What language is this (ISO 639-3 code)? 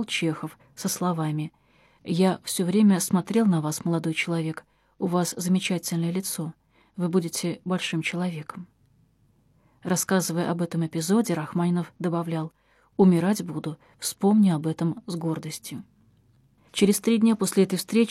rus